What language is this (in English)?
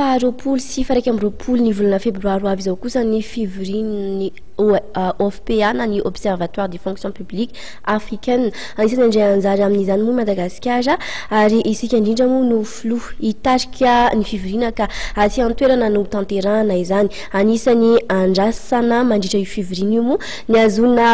Malagasy